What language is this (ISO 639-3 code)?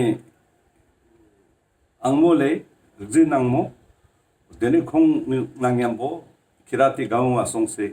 lbj